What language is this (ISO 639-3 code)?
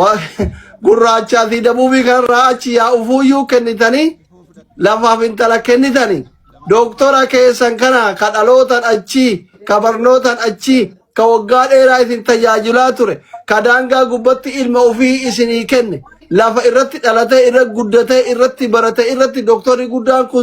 orm